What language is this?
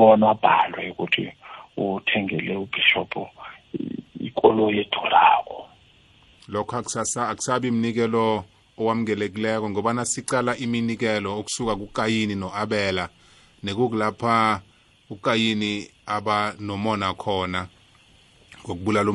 South Ndebele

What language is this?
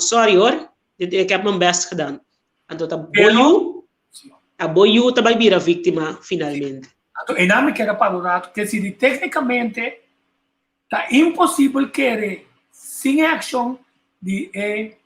Papiamento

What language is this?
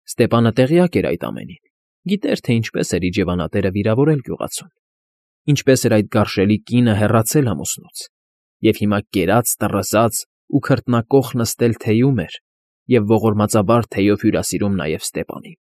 Armenian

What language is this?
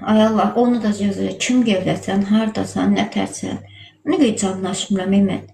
Azerbaijani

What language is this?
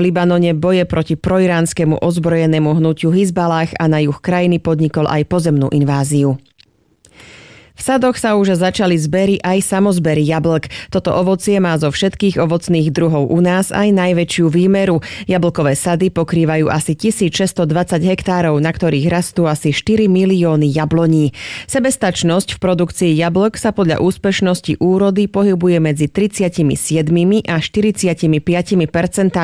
Slovak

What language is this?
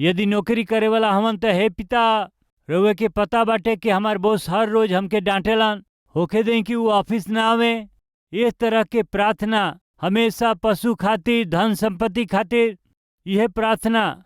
Bhojpuri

